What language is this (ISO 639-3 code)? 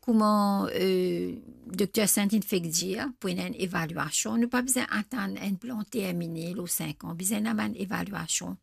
mfe